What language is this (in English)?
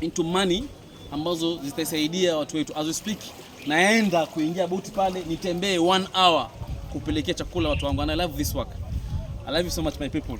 Swahili